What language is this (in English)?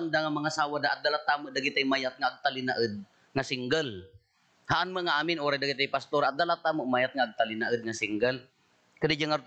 Iloko